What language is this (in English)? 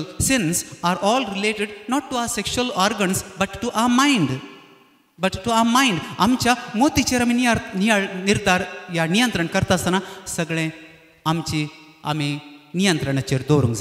Konkani